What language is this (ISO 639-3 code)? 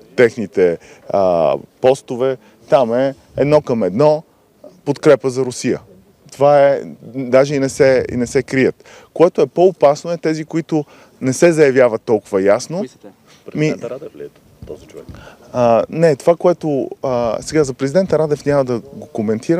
bul